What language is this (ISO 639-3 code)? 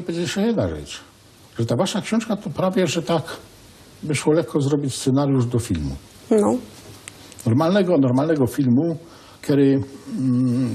szl